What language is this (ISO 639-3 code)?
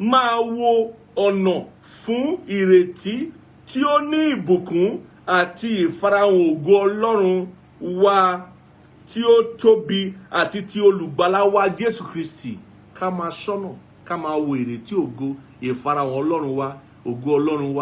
yor